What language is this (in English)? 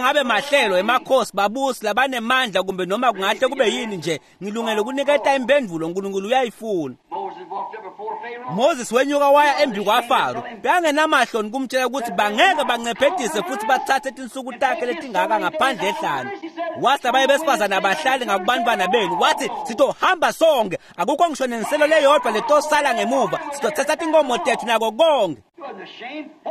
Swati